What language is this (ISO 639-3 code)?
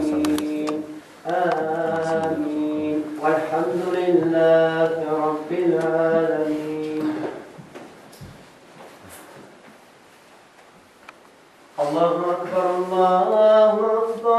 bos